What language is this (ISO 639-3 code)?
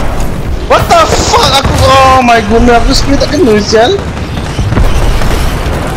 msa